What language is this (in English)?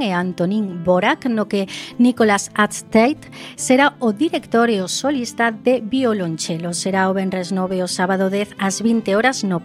Galician